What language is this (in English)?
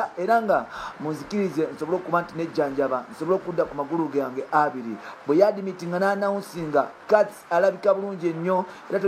Ganda